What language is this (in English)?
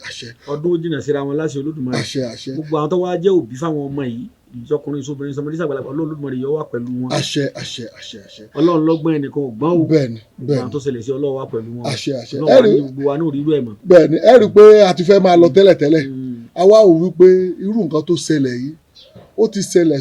Yoruba